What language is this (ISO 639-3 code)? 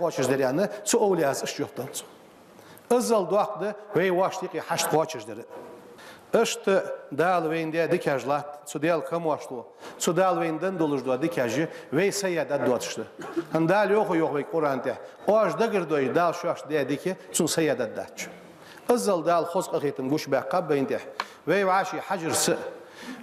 inh